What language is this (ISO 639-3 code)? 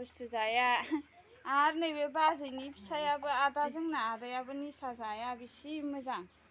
brx